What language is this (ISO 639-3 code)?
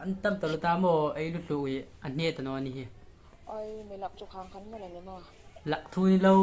hmr